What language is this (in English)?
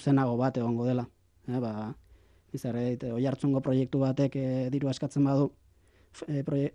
Basque